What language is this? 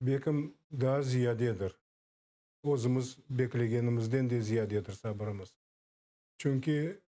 Crimean Tatar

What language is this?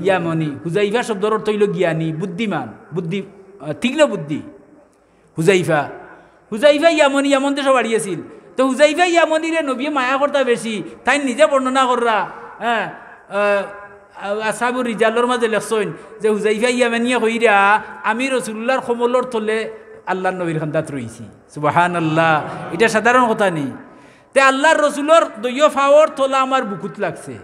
Sylheti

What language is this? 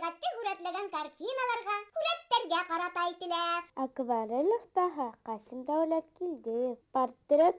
Bashkir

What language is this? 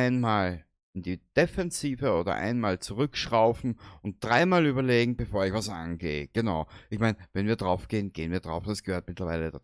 Bavarian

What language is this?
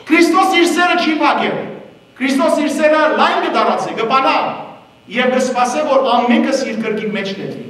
Western Armenian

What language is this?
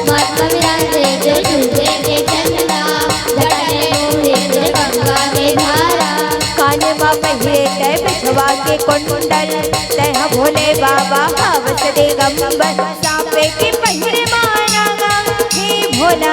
Chhattisgarhi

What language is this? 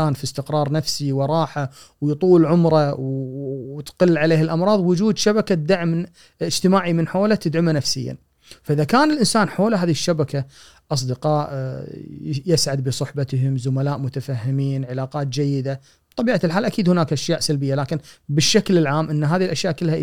Gulf Arabic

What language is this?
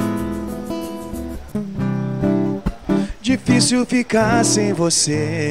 Portuguese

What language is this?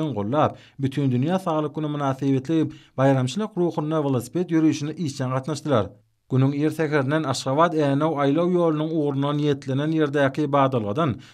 Turkmen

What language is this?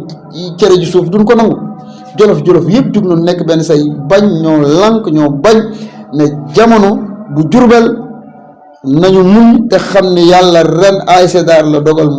Wolof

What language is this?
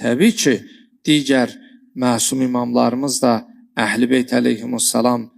Azerbaijani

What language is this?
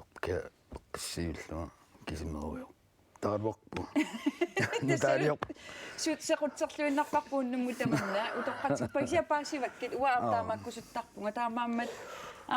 Kalaallisut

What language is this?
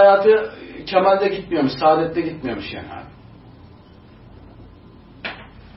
Turkish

